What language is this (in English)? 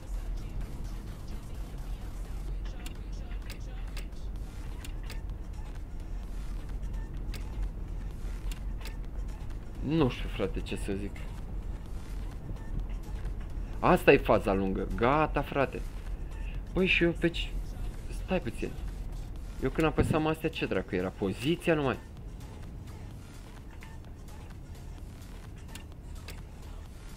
Romanian